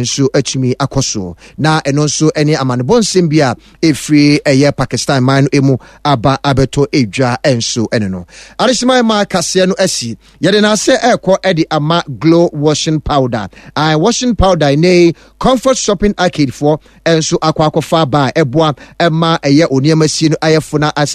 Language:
Akan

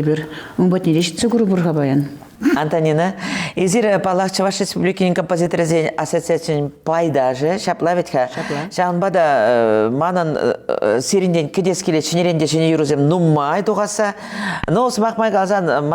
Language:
Chuvash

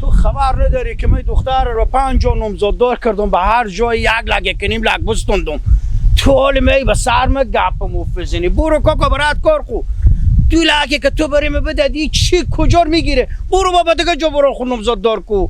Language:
Hazaragi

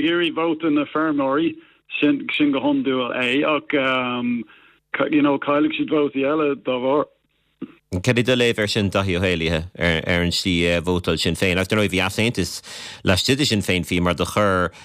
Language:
Irish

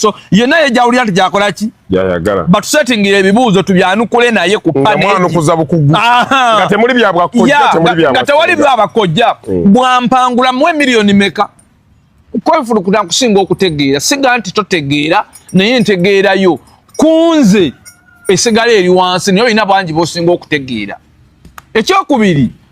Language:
Ganda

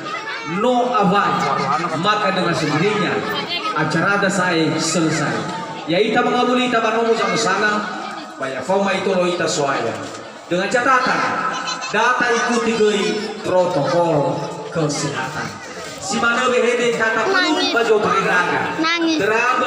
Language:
Nias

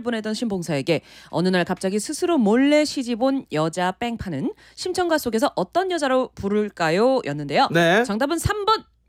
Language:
Korean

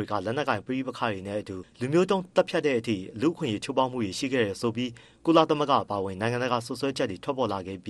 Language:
Burmese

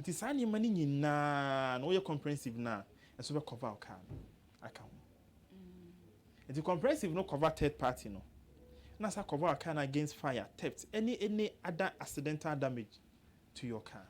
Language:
Akan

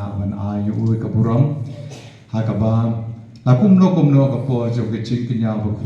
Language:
Khasi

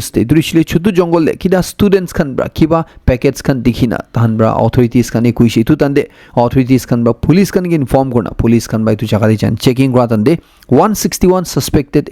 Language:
Naga Pidgin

